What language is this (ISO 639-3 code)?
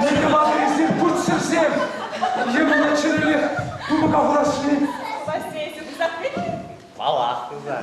chv